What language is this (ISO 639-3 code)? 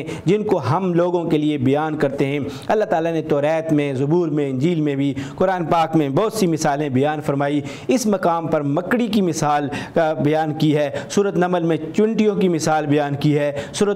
urd